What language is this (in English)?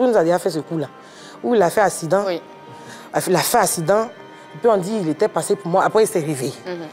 French